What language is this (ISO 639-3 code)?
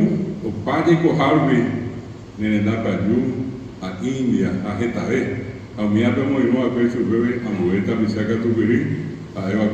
grn